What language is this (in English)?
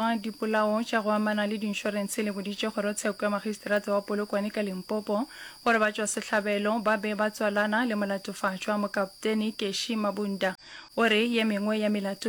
Northern Sotho